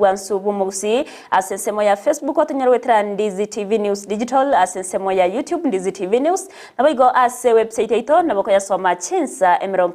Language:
Gusii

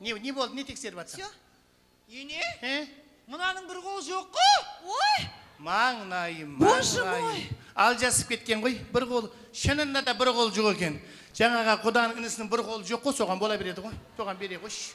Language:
Kara-Kalpak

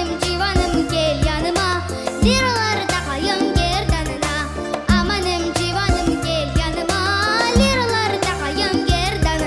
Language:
Crimean Tatar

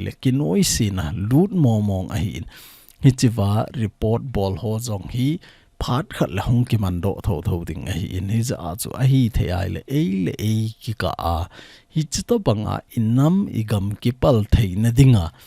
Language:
Thado Chin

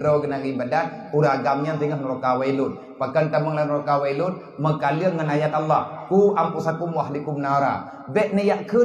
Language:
Achinese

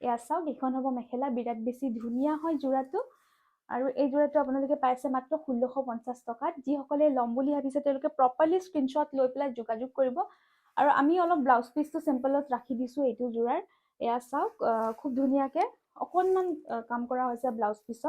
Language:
Assamese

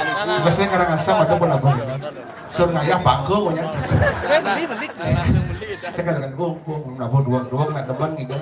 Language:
Balinese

